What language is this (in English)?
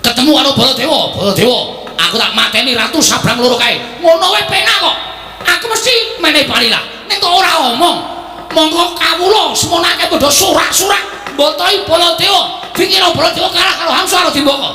Javanese